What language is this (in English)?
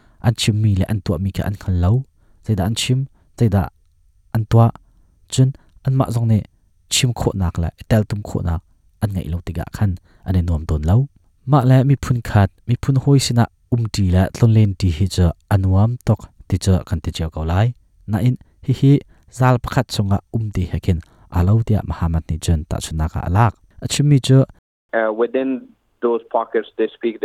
Hakha Chin